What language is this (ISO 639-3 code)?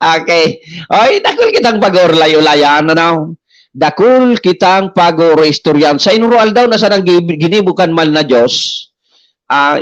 bik